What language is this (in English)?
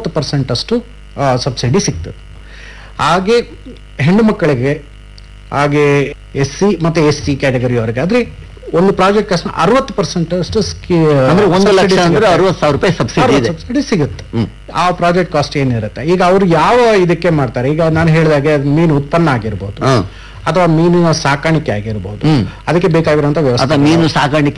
Kannada